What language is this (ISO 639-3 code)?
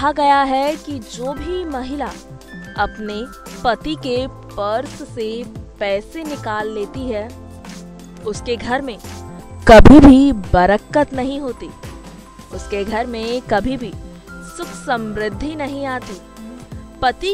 hin